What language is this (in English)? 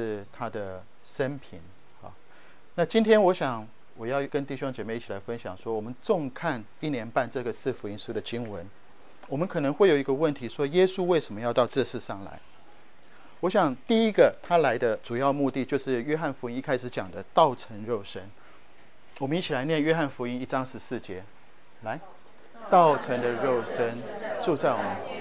Chinese